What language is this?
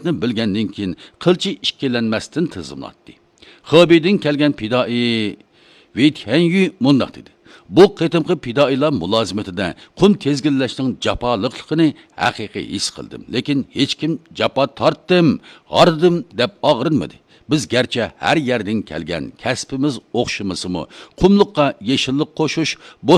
Uyghur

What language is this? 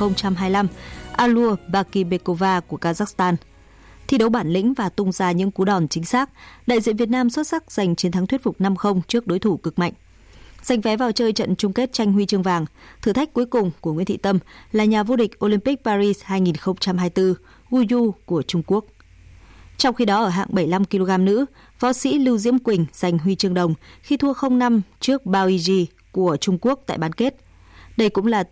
Vietnamese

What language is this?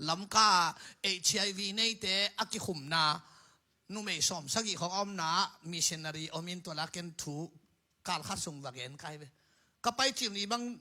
Tedim Chin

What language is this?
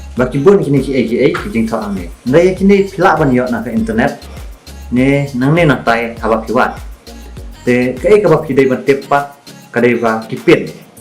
Khasi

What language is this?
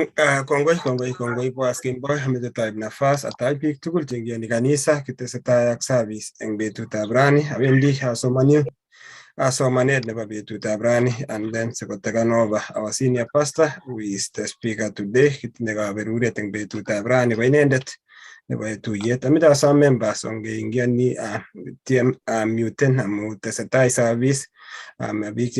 Kalenjin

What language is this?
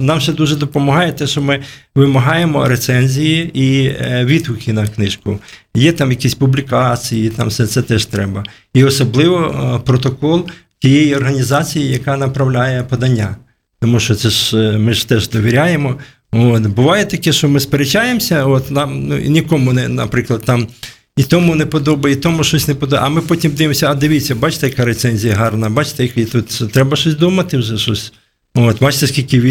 Ukrainian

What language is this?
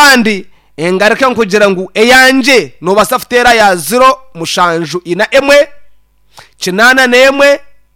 Nyankole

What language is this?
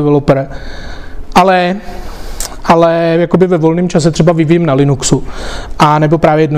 Czech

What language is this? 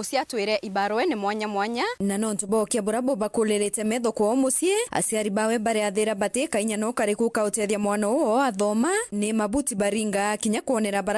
Meru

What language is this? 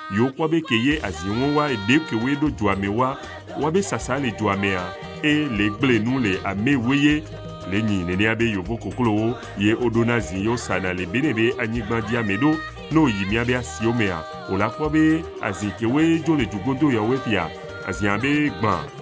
Ewe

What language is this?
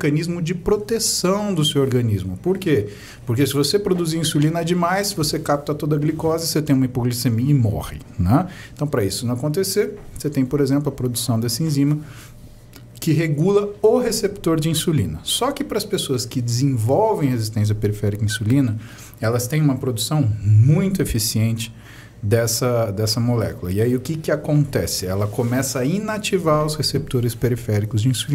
Portuguese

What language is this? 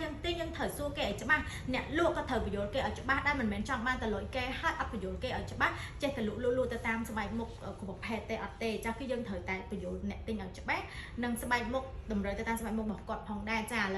Khmer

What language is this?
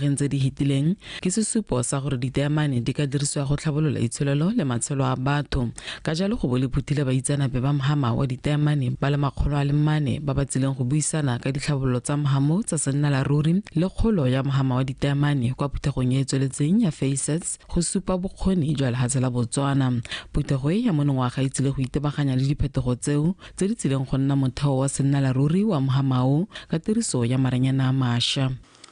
Tswana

